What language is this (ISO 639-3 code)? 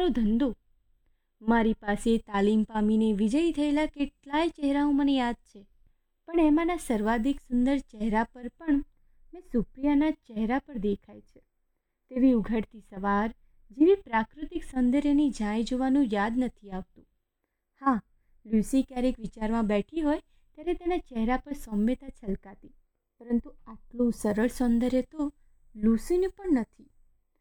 guj